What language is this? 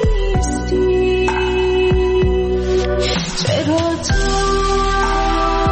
Persian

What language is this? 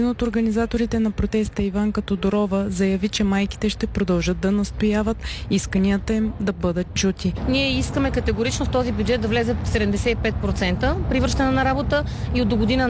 Bulgarian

